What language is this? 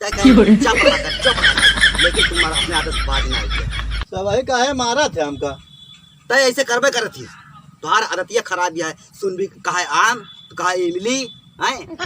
Awadhi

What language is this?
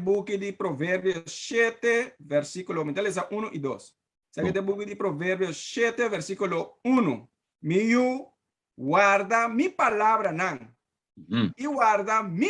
Papiamento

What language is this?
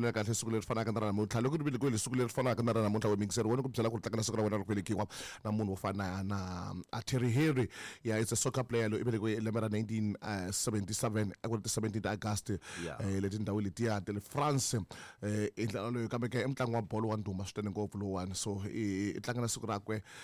Tsonga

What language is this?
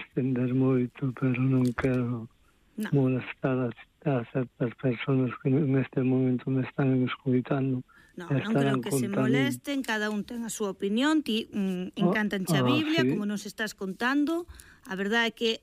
Galician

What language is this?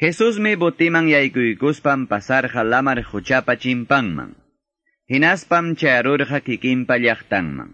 Quechua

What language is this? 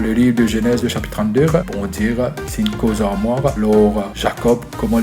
Morisyen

